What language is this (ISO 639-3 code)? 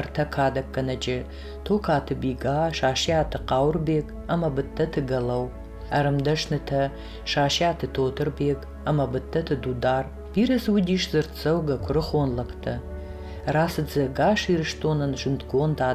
oss